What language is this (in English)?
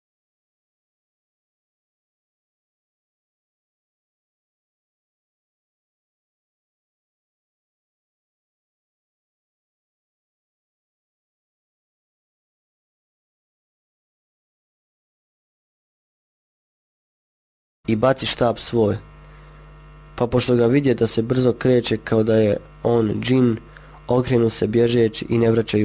Bosnian